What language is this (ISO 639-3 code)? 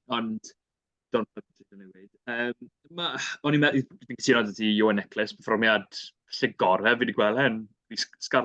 cym